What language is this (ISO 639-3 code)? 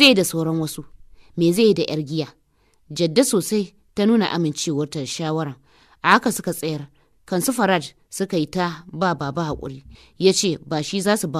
hau